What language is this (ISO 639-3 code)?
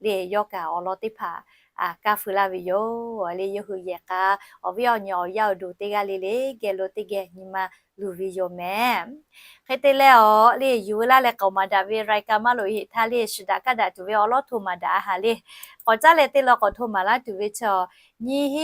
lhu